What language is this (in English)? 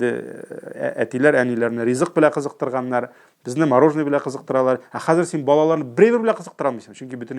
Tatar